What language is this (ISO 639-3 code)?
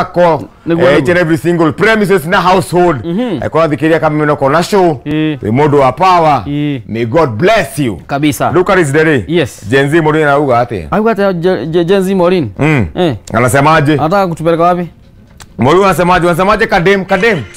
kik